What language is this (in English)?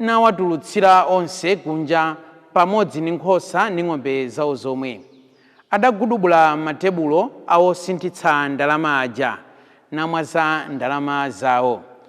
Nyanja